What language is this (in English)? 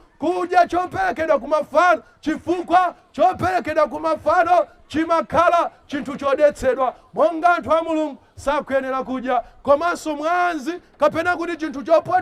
Nyanja